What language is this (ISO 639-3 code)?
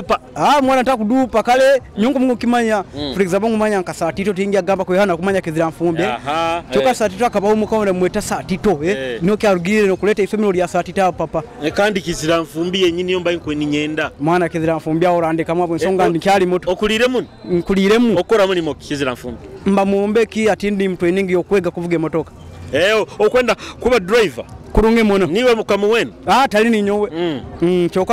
nyo